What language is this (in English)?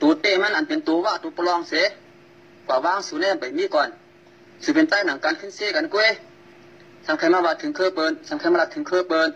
Shan